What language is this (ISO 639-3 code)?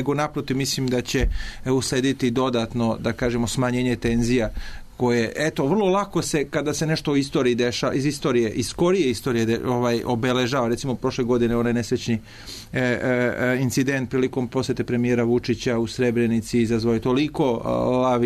srp